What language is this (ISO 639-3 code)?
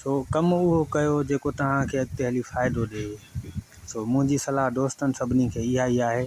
snd